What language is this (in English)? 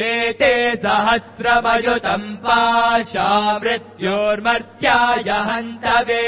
Sanskrit